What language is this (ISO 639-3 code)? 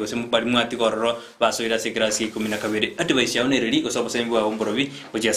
guz